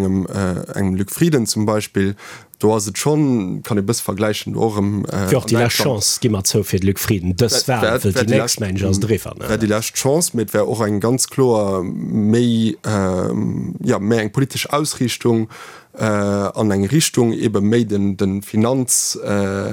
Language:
Luxembourgish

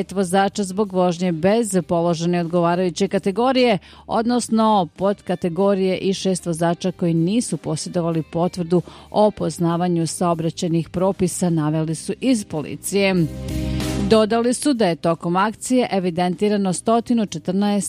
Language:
Serbian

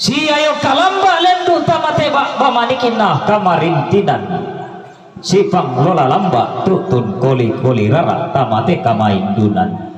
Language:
Toraja-Sa'dan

